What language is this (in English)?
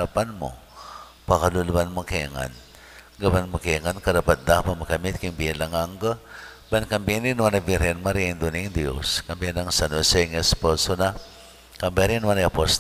Pampanga